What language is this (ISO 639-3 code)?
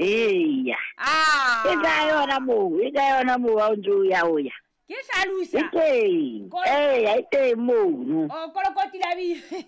sot